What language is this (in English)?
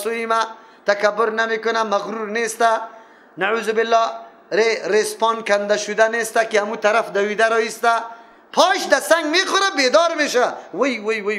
Persian